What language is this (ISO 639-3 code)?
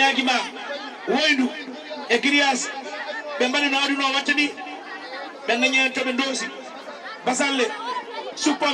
ful